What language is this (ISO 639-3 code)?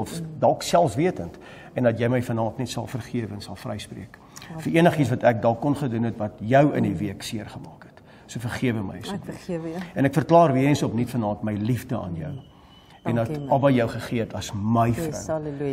afr